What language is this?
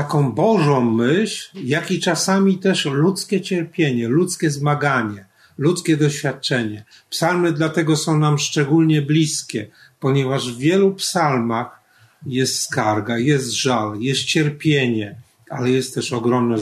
Polish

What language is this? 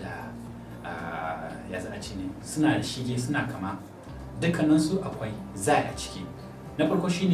Hausa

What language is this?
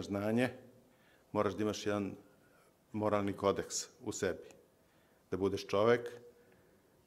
Serbian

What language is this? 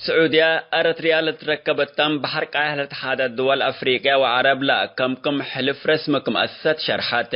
Tigre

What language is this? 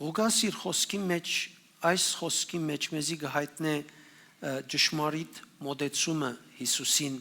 Western Armenian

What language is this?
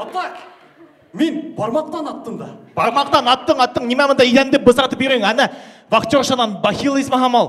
Bashkir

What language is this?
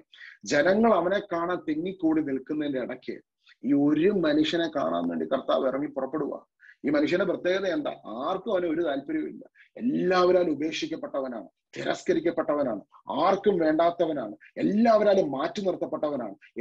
Malayalam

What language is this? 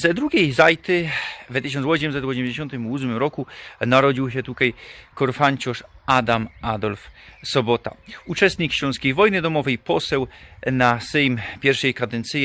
Silesian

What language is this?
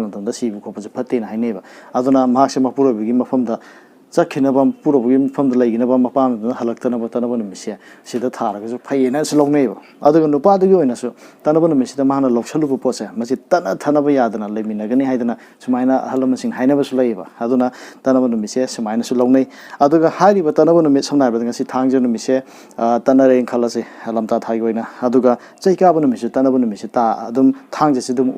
Manipuri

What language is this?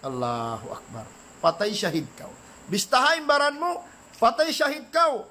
Tausug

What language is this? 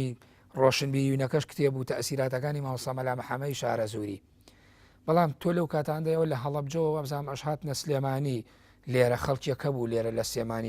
Central Kurdish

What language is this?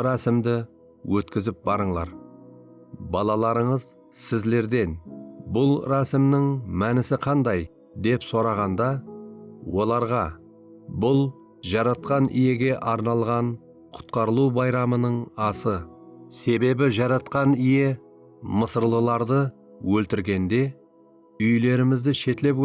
Kara-Kalpak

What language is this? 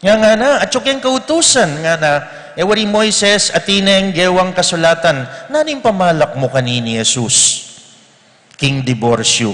Pampanga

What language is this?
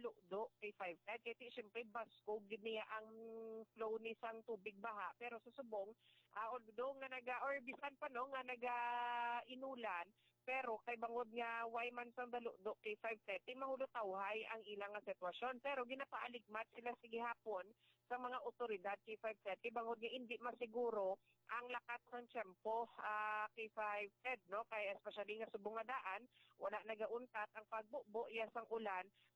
Hiligaynon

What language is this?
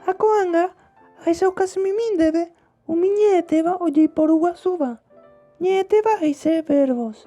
Guarani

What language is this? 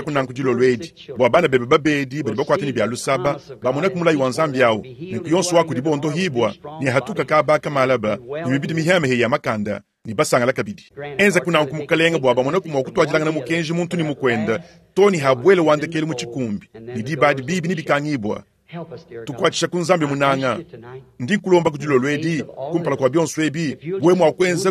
Luba-Lulua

